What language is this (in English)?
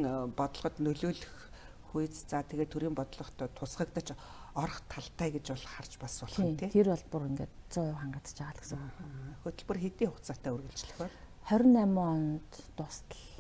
Mongolian